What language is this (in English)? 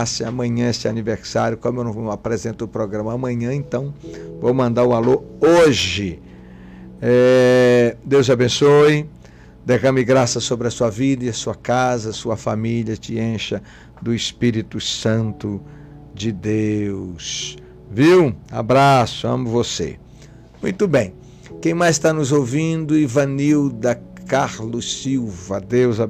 Portuguese